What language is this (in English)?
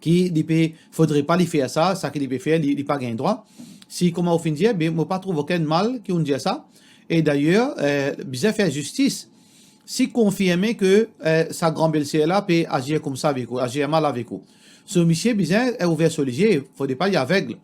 Morisyen